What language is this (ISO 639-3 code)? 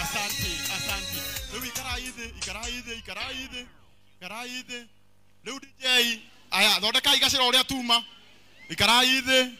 kik